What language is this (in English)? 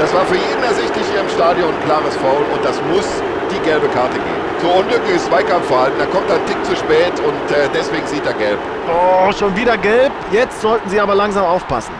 Bavarian